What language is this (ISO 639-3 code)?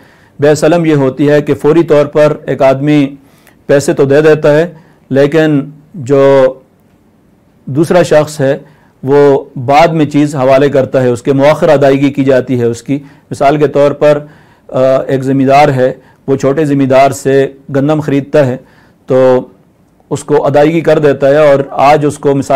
urd